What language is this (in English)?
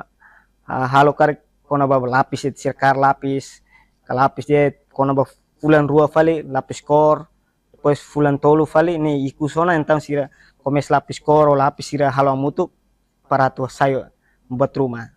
Tetum